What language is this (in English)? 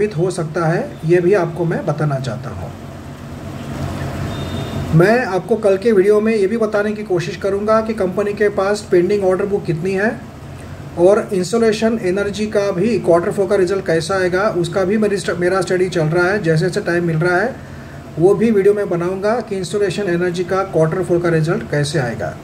Hindi